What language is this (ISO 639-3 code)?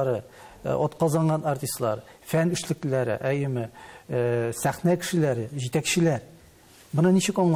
tat